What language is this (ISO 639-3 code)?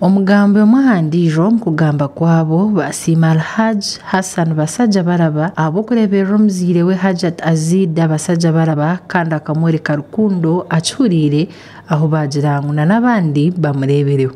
nyn